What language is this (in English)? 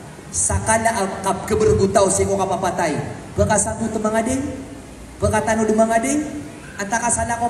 Maranao